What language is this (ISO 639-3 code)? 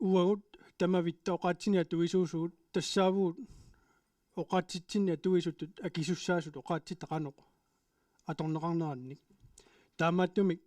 kal